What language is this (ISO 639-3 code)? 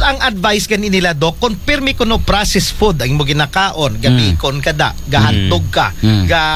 akl